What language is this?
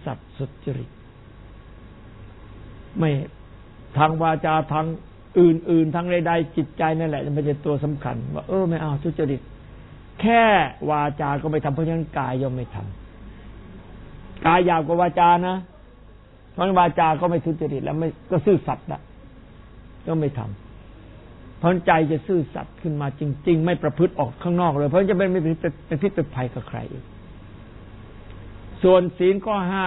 Thai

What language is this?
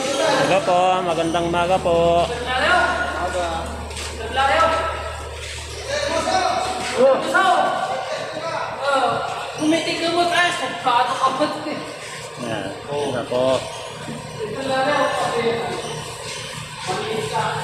Filipino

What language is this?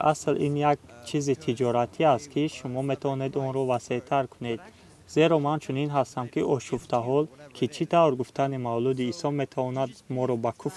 Tajik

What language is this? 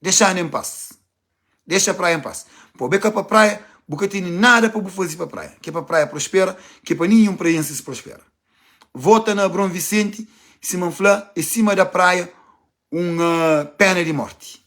Kabuverdianu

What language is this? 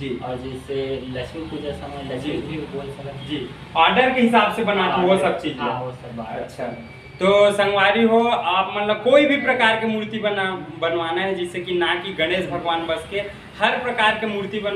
Chhattisgarhi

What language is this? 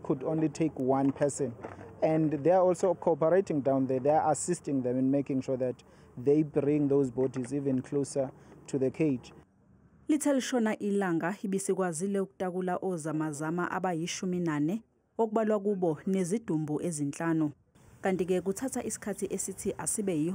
Zulu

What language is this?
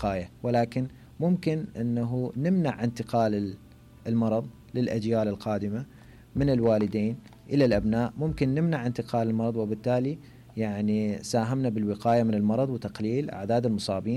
Mesopotamian Arabic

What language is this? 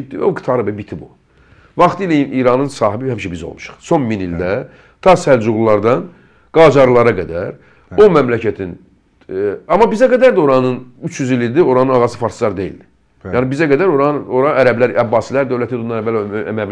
Azerbaijani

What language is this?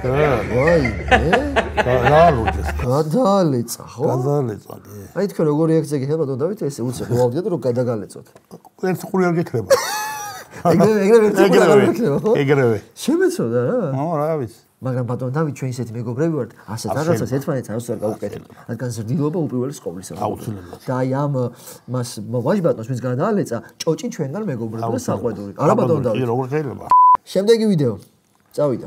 Georgian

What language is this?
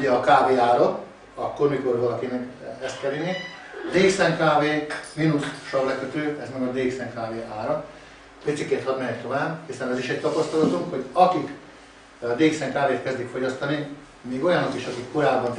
Hungarian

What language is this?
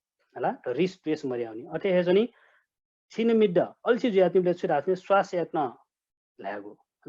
Newari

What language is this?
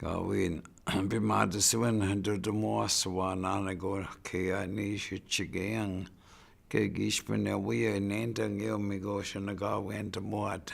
Chippewa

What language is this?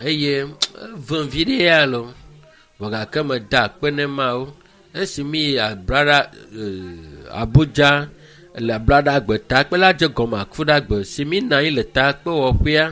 Ewe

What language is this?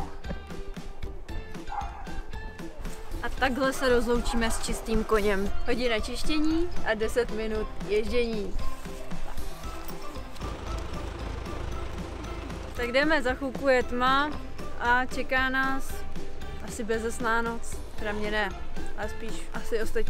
Czech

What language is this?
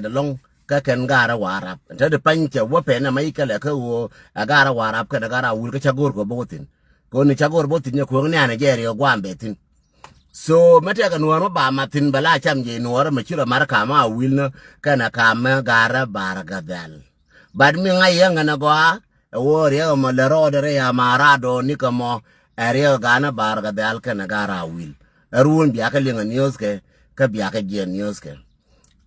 Nuer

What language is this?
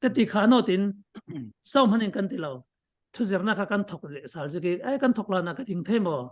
Falam Chin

